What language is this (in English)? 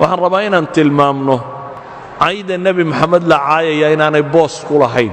Somali